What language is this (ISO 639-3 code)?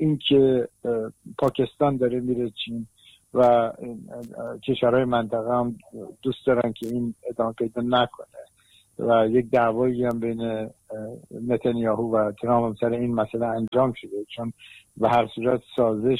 fas